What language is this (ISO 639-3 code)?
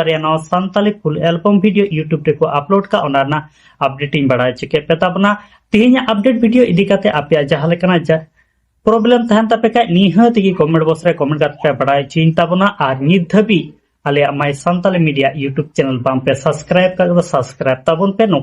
sat